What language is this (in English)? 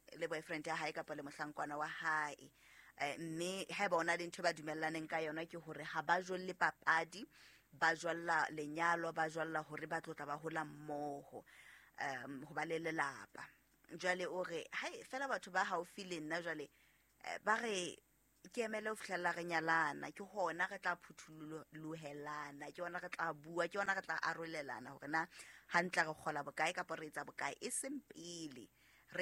Southern Sotho